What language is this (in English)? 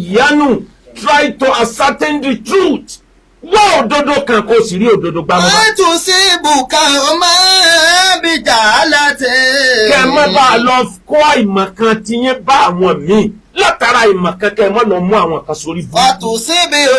Yoruba